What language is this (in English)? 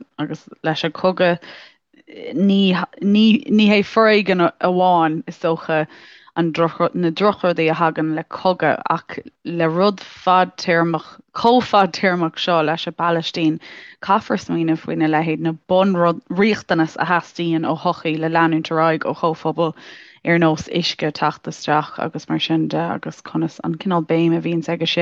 Irish